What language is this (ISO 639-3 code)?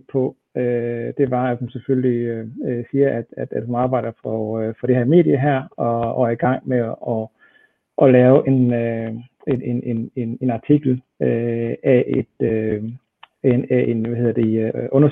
dan